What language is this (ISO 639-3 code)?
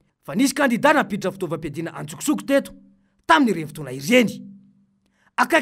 mlg